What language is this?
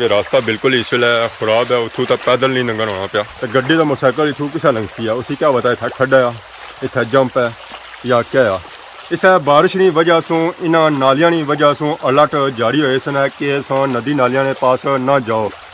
Pahari-Potwari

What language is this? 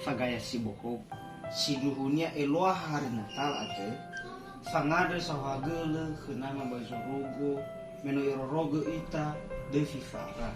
Nias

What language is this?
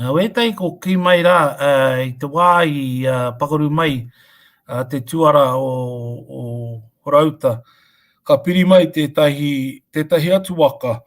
Māori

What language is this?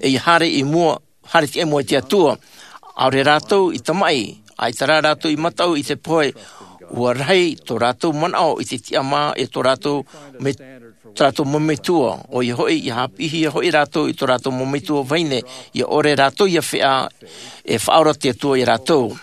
Tahitian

